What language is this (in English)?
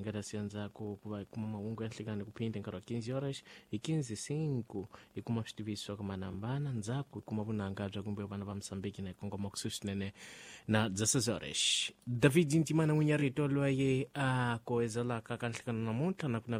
Tsonga